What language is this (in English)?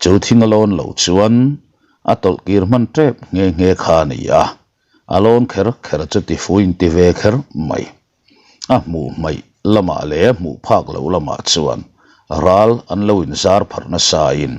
Mizo